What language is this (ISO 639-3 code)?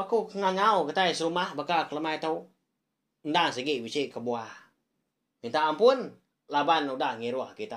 iba